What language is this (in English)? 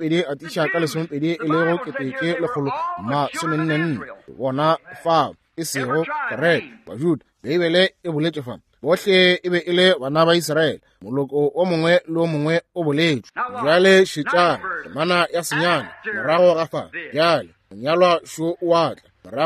Northern Sotho